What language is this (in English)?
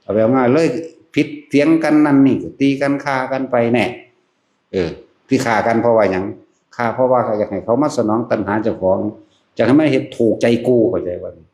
Northeastern Thai